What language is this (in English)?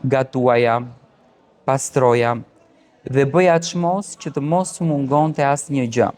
Albanian